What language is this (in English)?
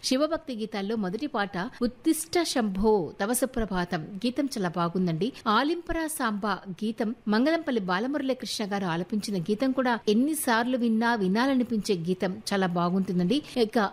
Telugu